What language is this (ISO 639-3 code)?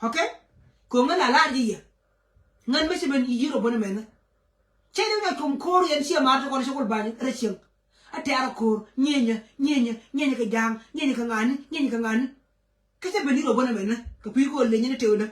nus